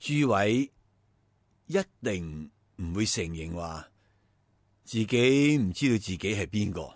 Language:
Cantonese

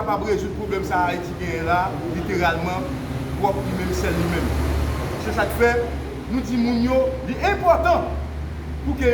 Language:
Haitian Creole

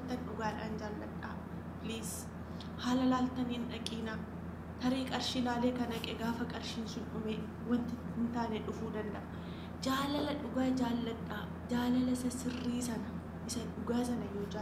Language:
Oromo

